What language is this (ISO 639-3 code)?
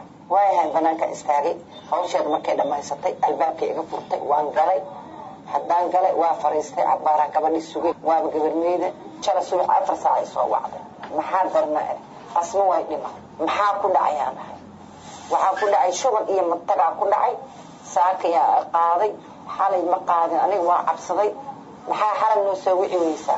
som